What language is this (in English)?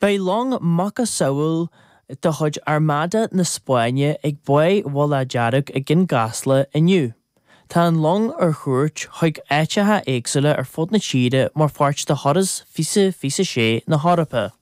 Irish